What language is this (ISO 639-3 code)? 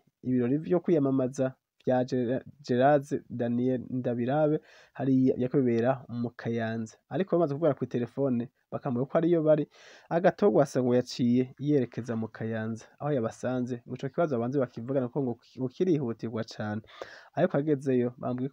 run